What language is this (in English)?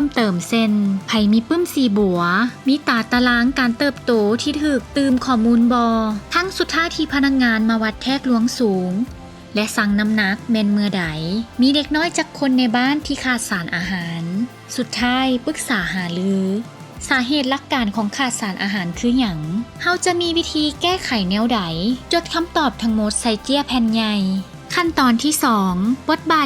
Lao